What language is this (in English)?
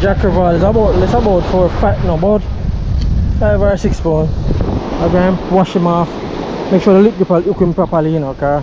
Jamaican Creole English